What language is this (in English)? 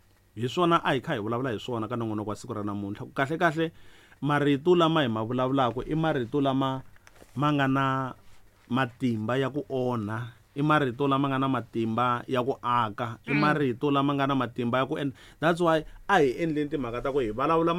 Tsonga